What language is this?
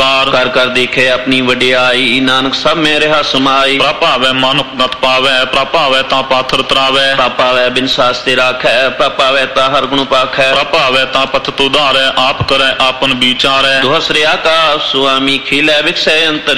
Punjabi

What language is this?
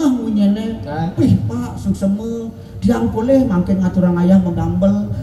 Balinese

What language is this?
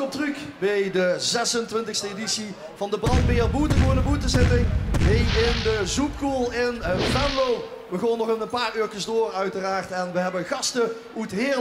Limburgish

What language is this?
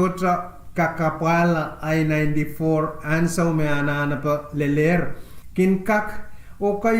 Pohnpeian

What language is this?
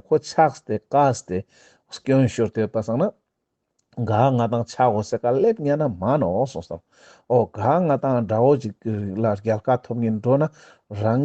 Ladakhi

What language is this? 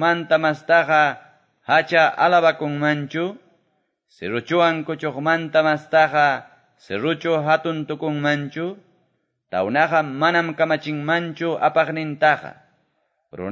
Quechua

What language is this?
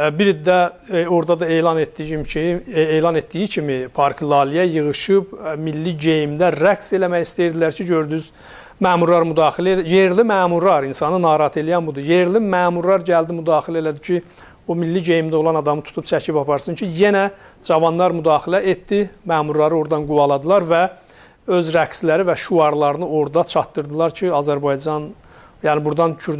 South Azerbaijani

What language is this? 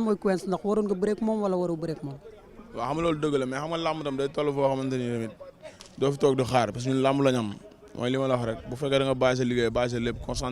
Wolof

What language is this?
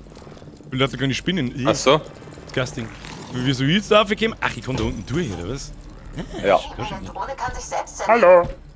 Bavarian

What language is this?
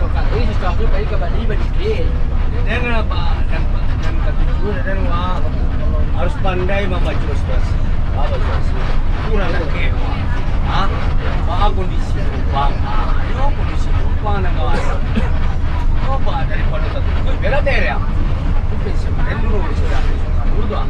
Minangkabau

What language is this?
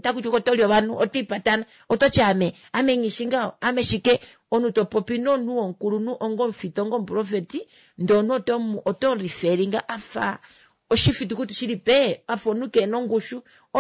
Kuanyama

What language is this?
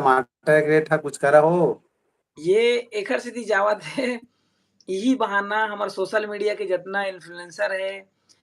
Chhattisgarhi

